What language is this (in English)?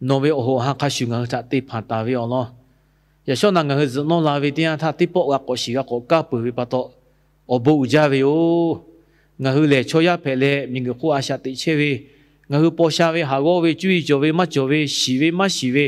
Lahu